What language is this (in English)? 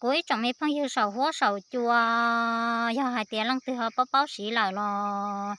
Hmong